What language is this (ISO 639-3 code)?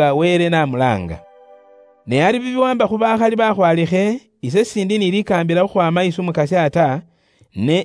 luy